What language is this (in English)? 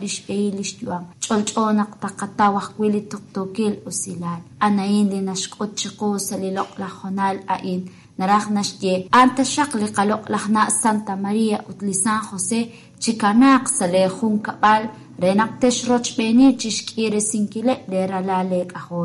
Kekchí